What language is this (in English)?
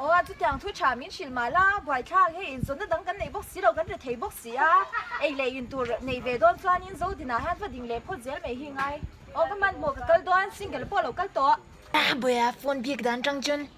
Mizo